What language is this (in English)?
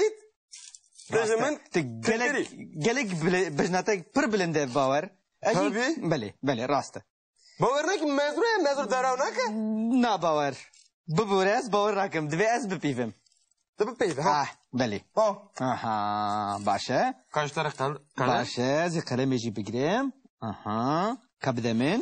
Kurdish